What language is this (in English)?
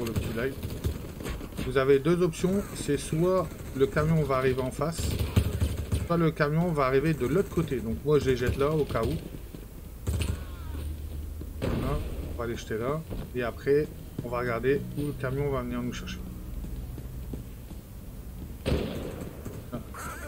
French